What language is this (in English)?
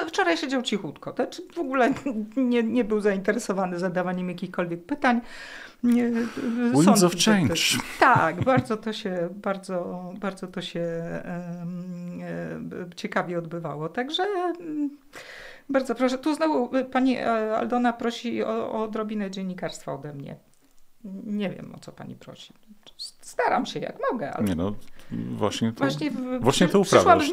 Polish